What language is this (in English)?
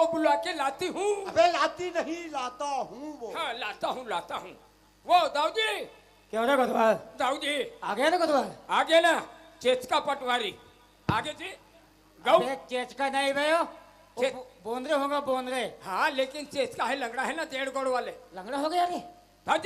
Chhattisgarhi